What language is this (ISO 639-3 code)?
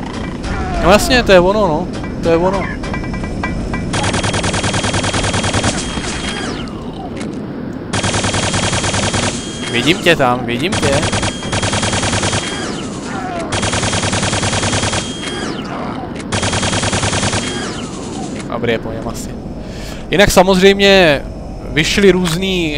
ces